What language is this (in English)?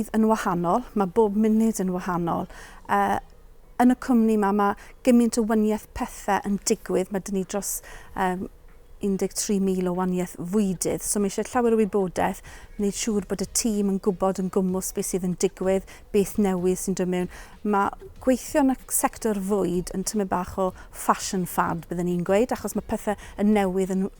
Welsh